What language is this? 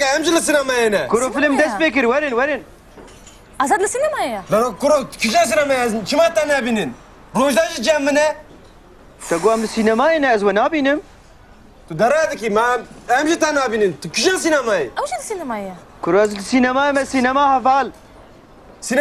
Kurdish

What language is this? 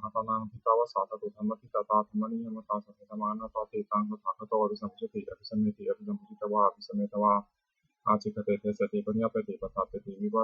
Pali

